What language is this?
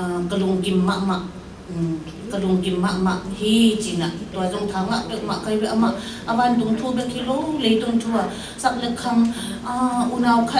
Tedim Chin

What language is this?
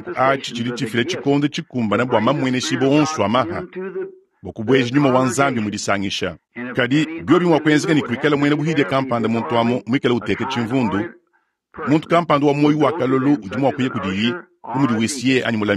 Luba-Lulua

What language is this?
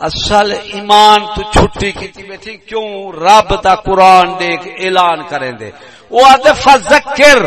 Saraiki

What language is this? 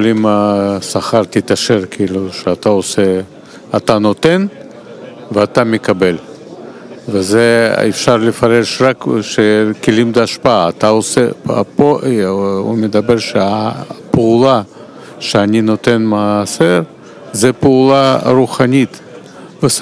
Hebrew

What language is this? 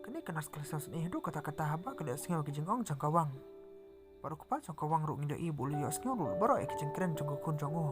Khasi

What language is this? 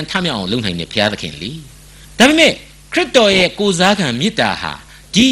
Burmese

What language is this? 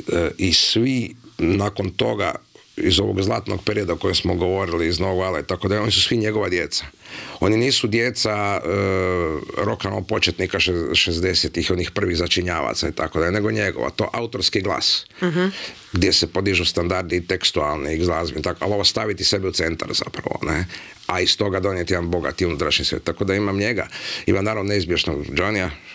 Croatian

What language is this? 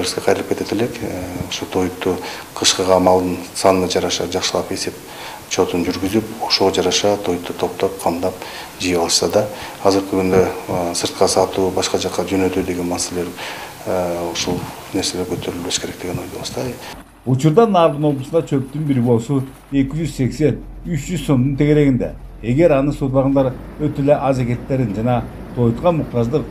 Kyrgyz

